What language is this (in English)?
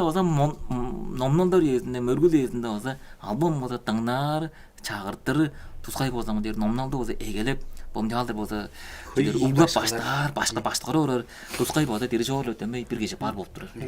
Tuvinian